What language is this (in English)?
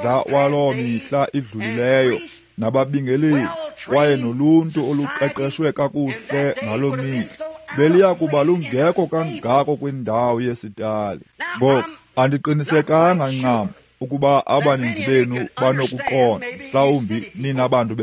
Xhosa